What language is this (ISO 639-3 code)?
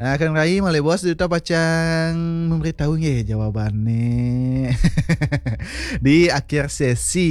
ban